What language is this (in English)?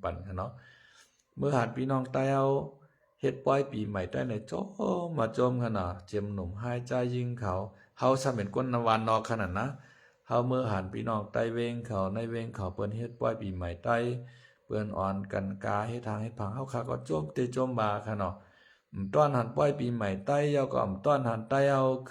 Shan